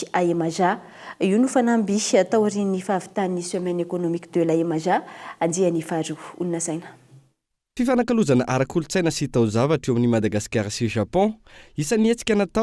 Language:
Malagasy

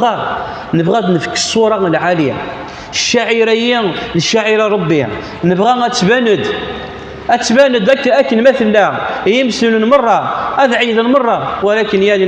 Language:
Kabyle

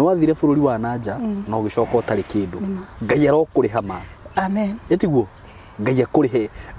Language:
Kikuyu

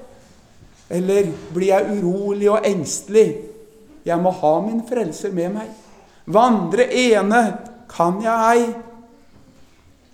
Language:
Norwegian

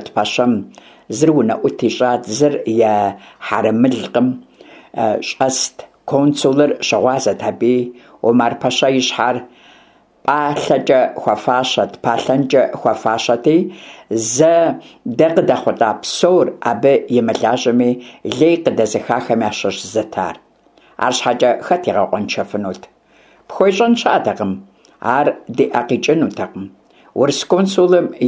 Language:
Kabardian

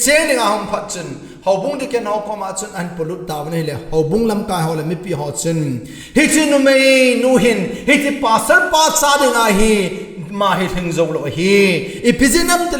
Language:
Thado Chin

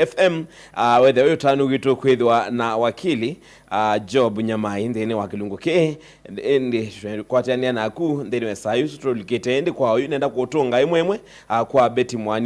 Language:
Kamba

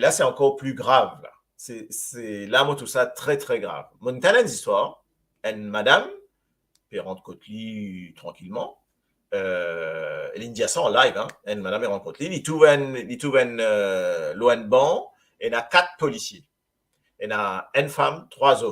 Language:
Morisyen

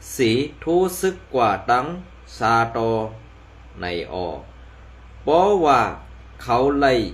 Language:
Shan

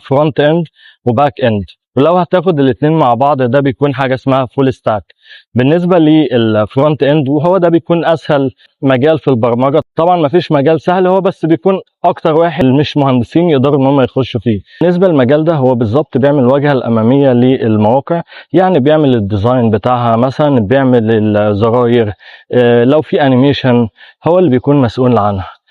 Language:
Egyptian Arabic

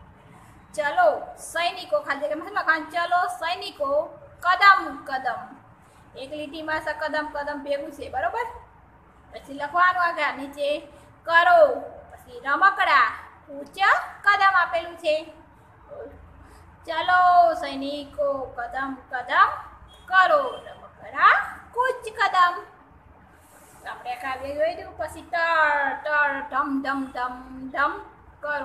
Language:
Gujarati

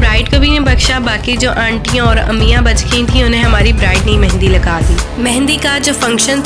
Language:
Hindi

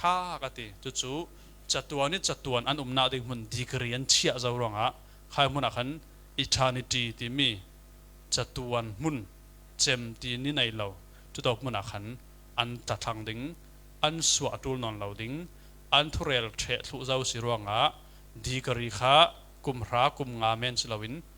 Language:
Falam Chin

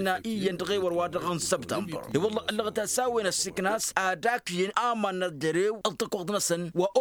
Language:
Tamasheq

